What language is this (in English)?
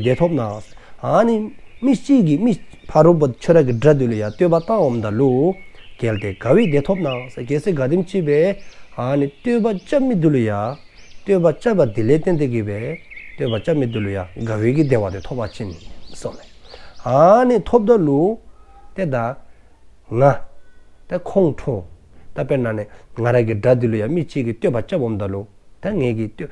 Dzongkha